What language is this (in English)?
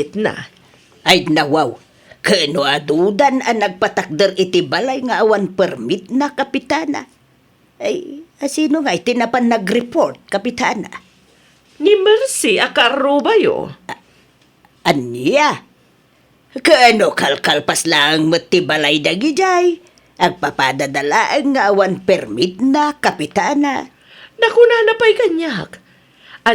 Iloko